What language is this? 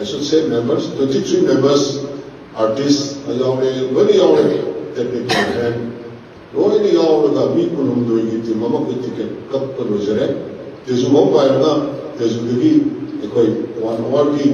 Manipuri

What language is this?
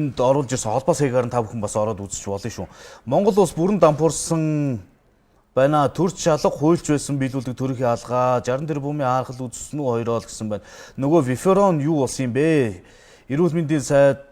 Mongolian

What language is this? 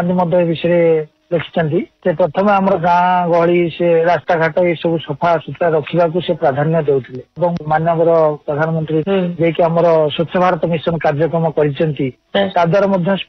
Odia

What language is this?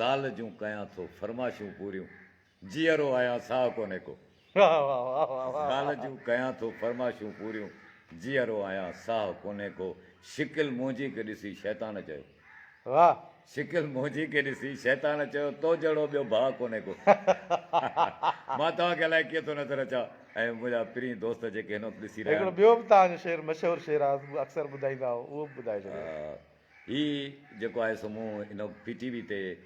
Sindhi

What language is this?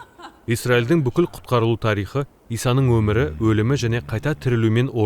Kazakh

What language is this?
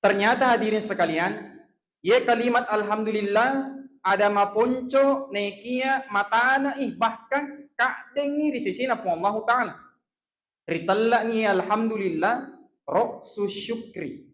Buginese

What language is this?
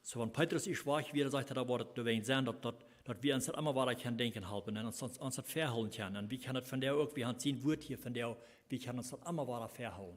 Plautdietsch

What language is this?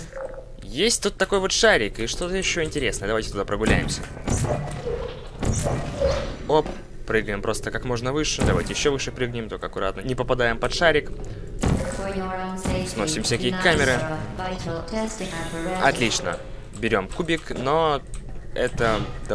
Russian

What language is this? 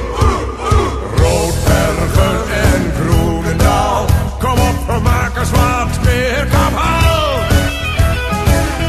Dutch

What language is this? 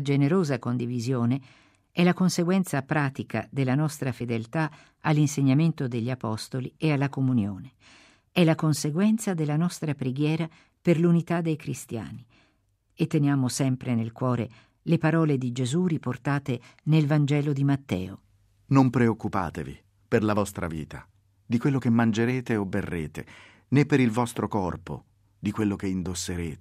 Italian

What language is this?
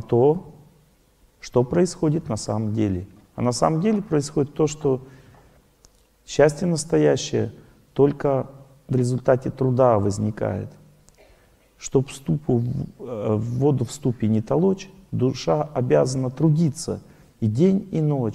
Russian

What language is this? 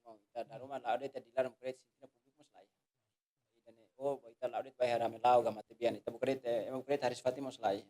Tetum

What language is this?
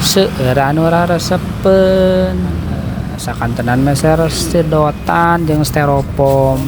Sundanese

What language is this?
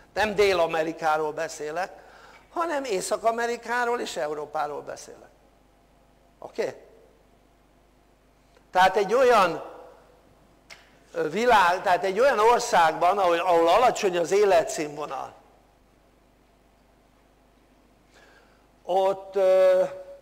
Hungarian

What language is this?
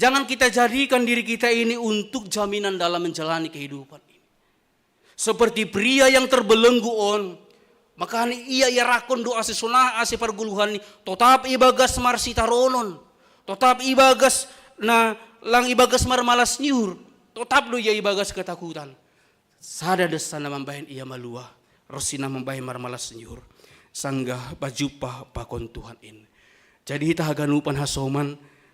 Batak Simalungun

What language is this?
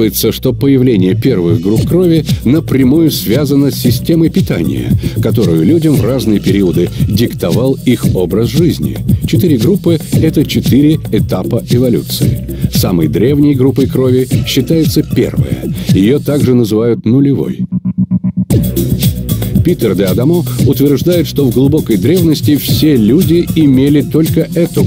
Russian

